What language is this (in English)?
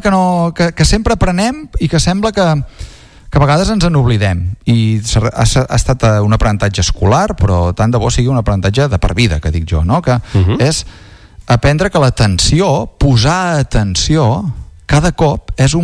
Catalan